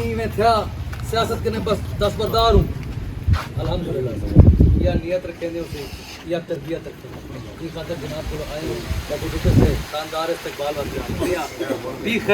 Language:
Saraiki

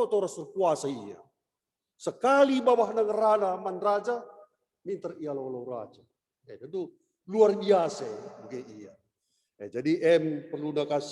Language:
Batak Karo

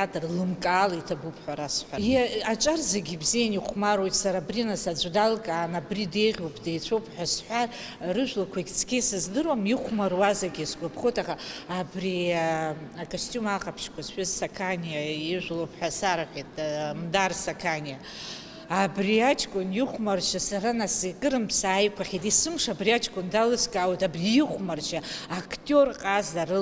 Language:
Abkhazian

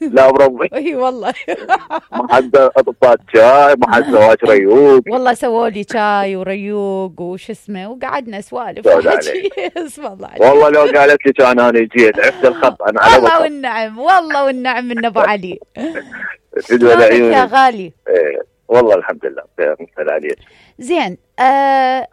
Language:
Mesopotamian Arabic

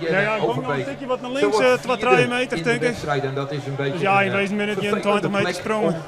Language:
Western Frisian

